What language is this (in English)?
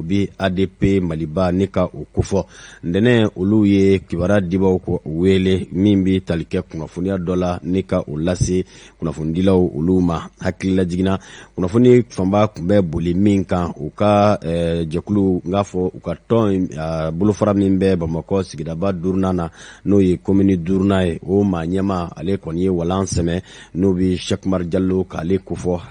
Bambara